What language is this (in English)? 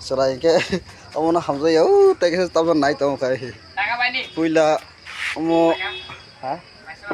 Kok Borok